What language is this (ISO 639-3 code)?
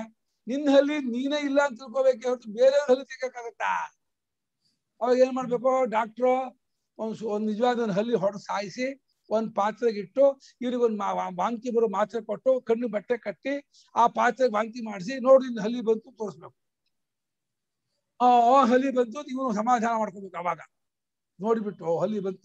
kan